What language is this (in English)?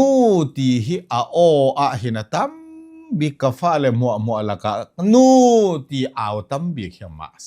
Hakha Chin